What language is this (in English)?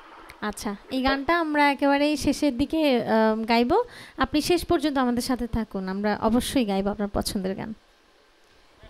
Bangla